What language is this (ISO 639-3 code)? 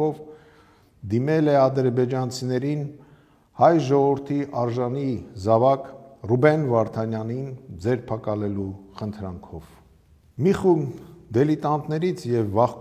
hye